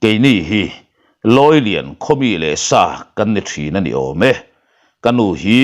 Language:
Mizo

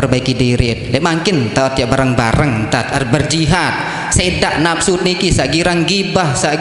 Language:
Sasak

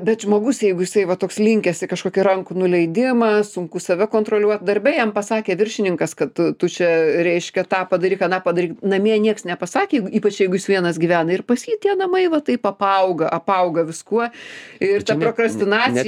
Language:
Lithuanian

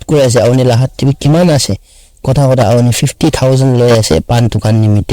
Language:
Naga Pidgin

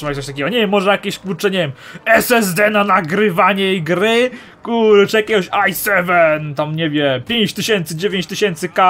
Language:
Polish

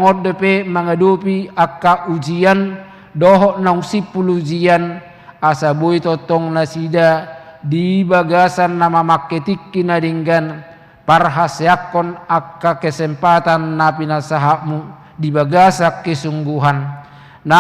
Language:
Batak Toba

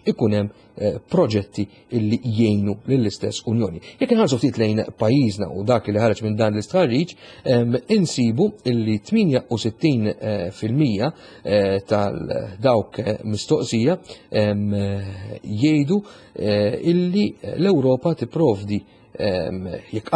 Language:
Maltese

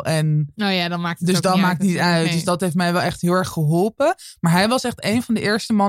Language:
Dutch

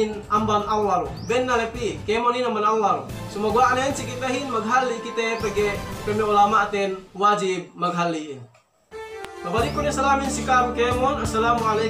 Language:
Yakan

